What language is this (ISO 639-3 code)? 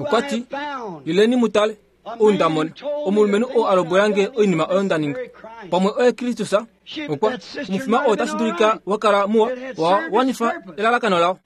kua